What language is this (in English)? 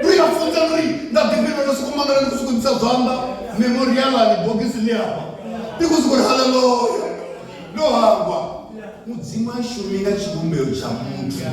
Venda